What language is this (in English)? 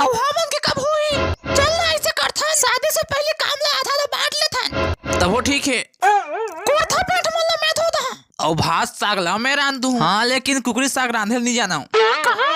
Chhattisgarhi